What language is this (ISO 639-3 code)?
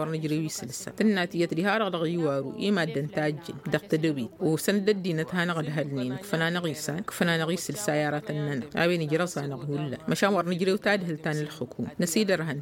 taq